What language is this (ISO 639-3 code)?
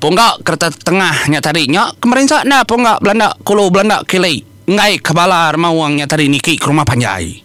iba